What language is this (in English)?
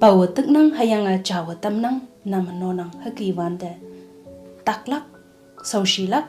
Konyak Naga